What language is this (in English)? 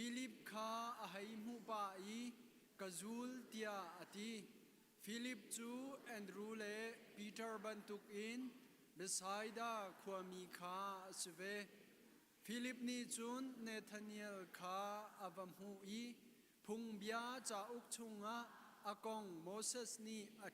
Hakha Chin